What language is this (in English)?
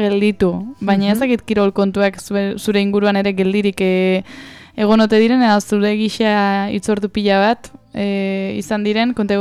Basque